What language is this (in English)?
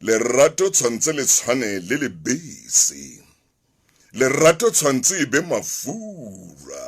Southern Sotho